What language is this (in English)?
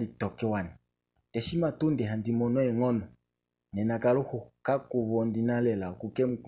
Kuanyama